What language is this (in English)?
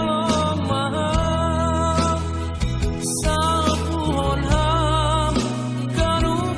Batak Simalungun